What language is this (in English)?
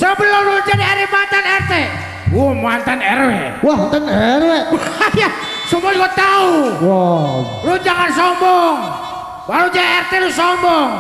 Betawi